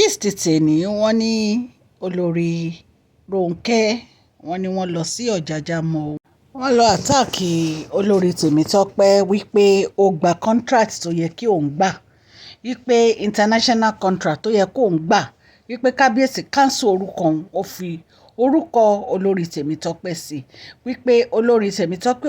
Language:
Yoruba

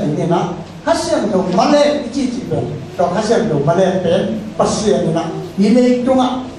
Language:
Vietnamese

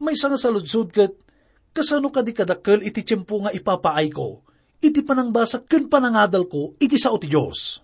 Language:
Iloko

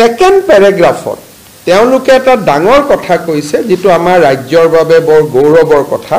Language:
Assamese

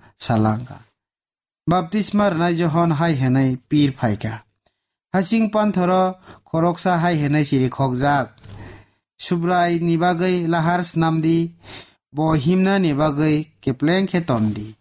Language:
Kok Borok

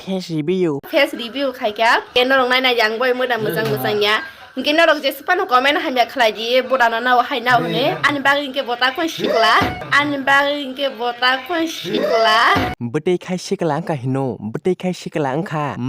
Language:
Kok Borok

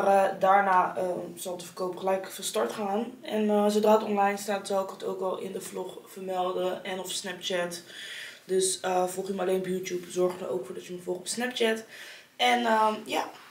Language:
Dutch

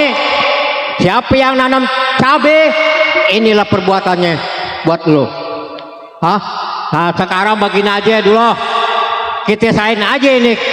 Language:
Betawi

